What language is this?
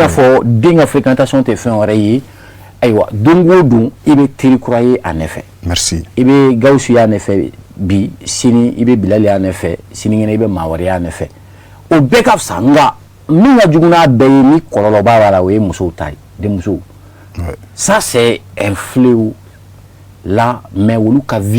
Bambara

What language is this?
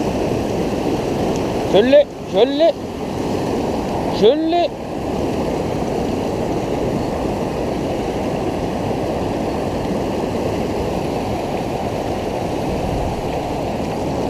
French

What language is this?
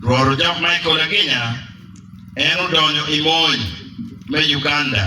Acoli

